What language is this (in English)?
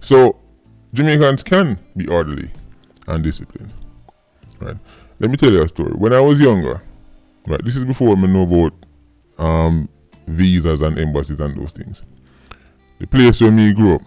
Jamaican Creole English